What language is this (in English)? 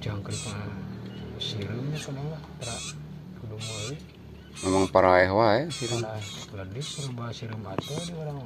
Sundanese